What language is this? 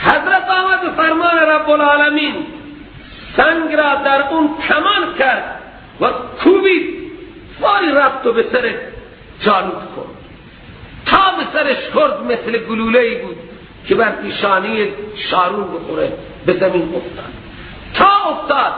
Persian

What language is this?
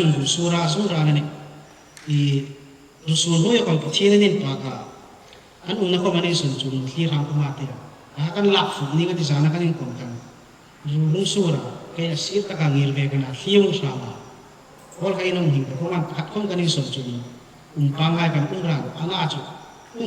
Hmar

